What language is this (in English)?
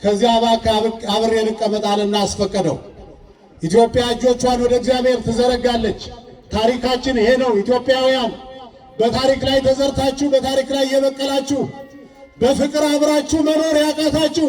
Amharic